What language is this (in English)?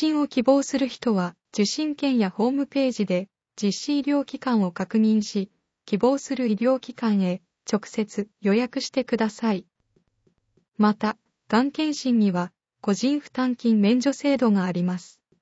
Japanese